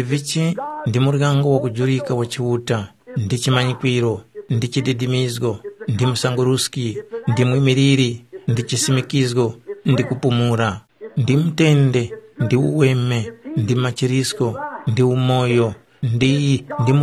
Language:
Tumbuka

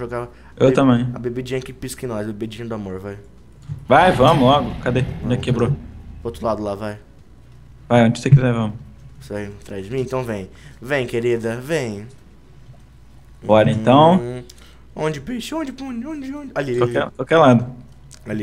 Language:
Portuguese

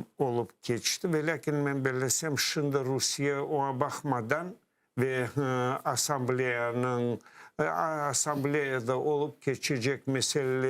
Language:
Crimean Tatar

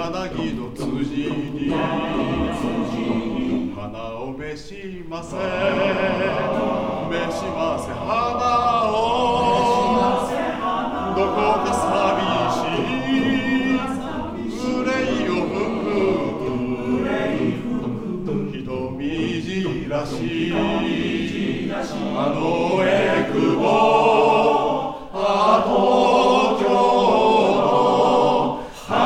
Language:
Japanese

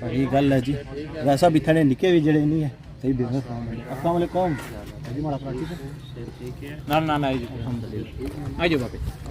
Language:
Pahari-Potwari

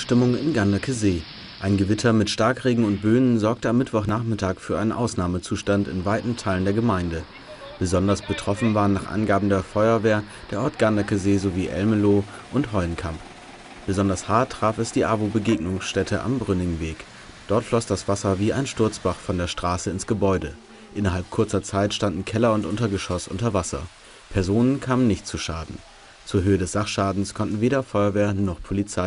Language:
German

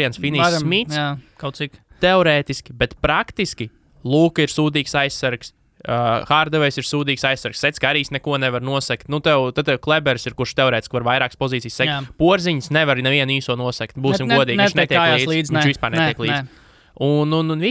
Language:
Latvian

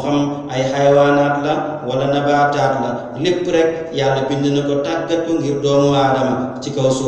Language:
Wolof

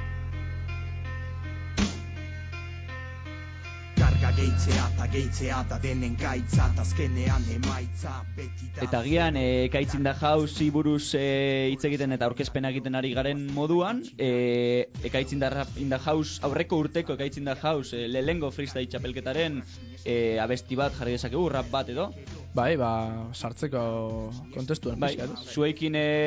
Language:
Basque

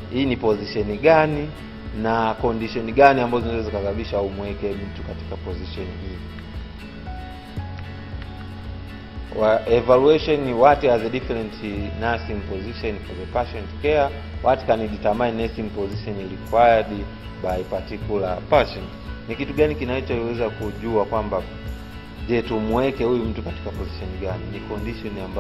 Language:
Swahili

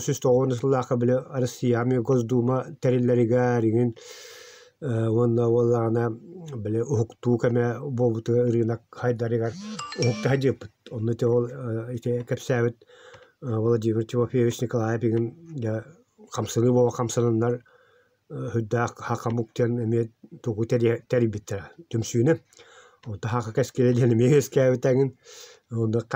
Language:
Yakut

